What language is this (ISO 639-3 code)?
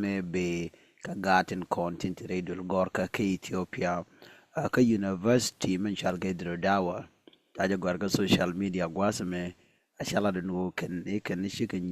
nus